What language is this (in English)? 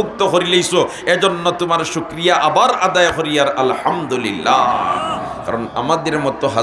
Sylheti